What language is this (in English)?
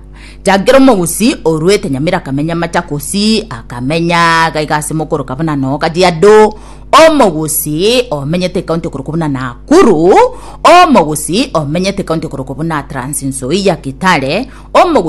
Gusii